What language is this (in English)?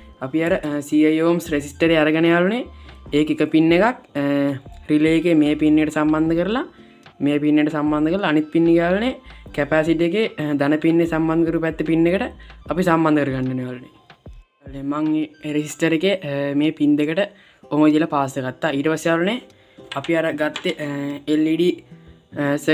Sinhala